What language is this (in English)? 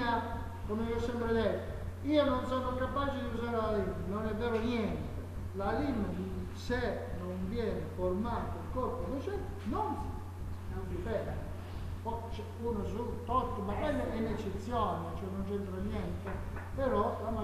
Italian